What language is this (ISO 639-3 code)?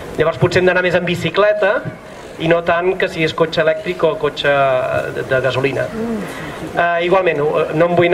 cat